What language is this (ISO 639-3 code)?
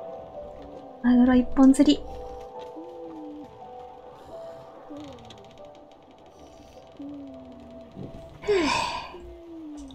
jpn